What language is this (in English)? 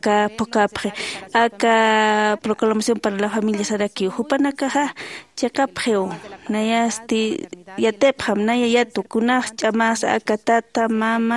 Aymara